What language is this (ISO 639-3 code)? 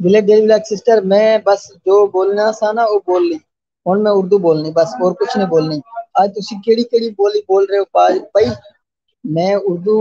skr